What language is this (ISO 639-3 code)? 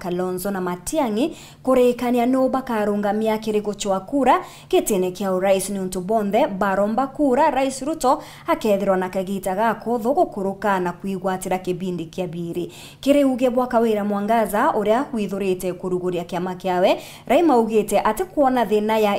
mer